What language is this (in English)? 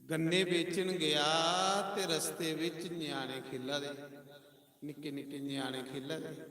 Dogri